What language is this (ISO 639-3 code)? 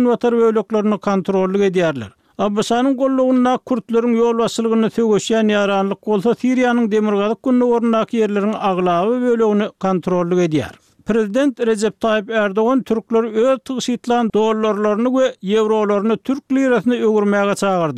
tuk